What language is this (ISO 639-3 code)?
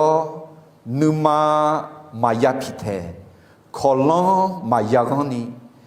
ahk